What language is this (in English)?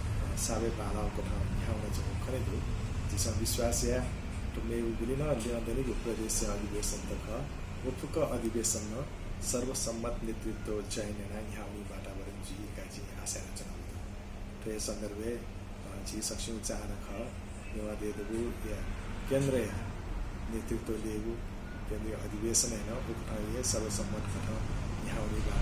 Newari